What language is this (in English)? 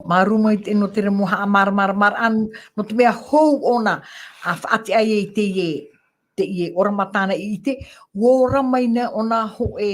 Tahitian